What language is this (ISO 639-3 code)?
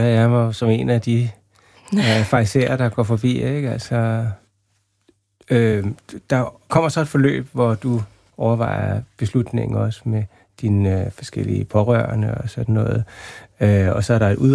dan